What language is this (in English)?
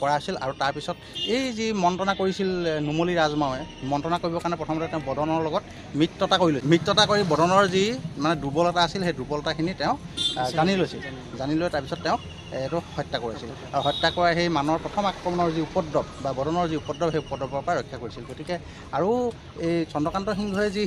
Assamese